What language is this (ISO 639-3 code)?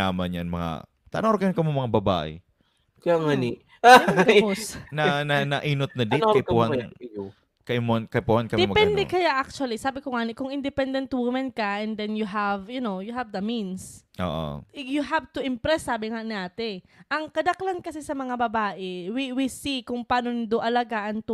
bik